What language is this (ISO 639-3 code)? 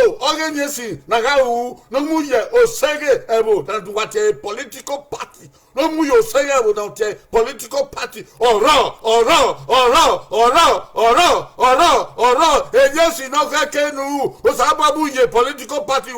bin